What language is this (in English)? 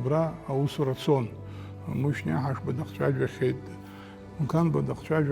Abkhazian